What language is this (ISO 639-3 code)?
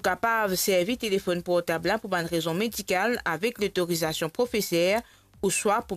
mfe